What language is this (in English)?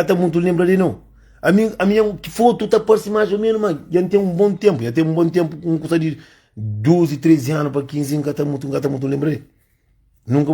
Kabuverdianu